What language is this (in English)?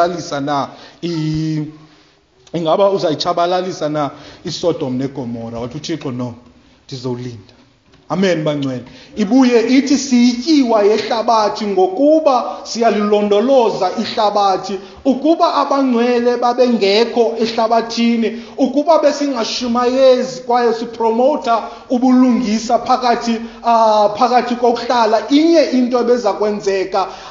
Xhosa